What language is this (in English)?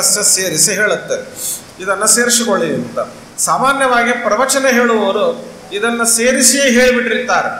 Kannada